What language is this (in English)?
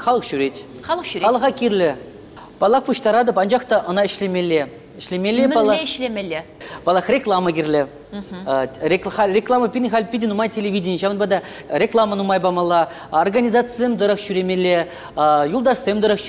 Chuvash